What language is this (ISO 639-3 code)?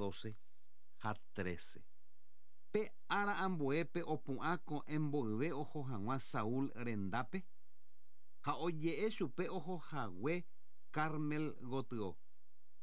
grn